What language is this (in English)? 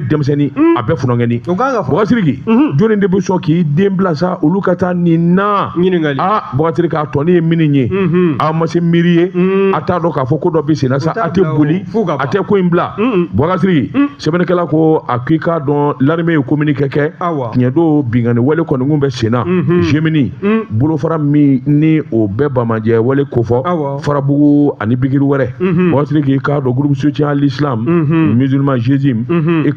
Bambara